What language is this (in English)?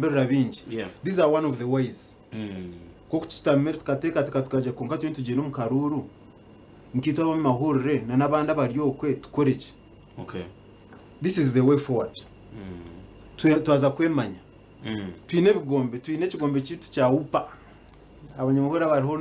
Nyankole